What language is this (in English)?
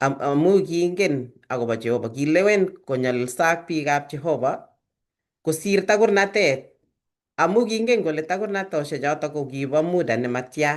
Kalenjin